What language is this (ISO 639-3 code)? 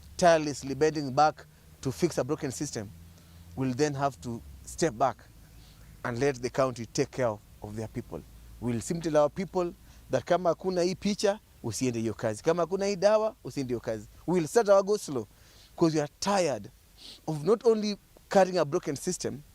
mer